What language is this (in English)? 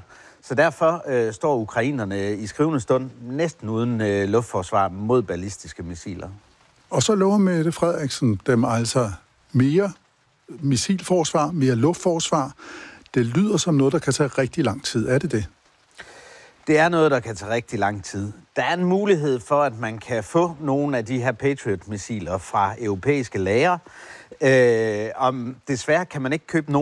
Danish